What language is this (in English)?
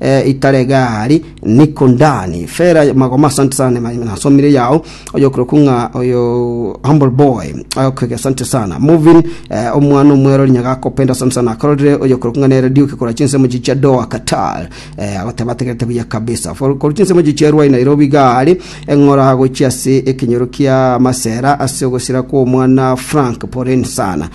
Gusii